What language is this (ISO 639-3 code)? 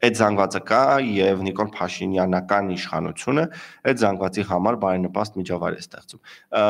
hye